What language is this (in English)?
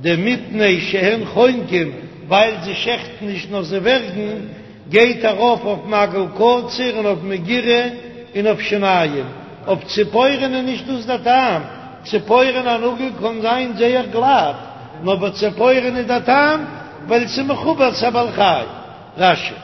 Yiddish